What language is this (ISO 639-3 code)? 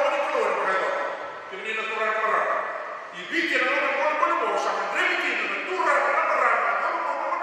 fij